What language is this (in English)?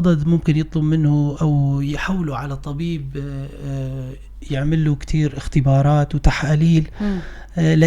North Levantine Arabic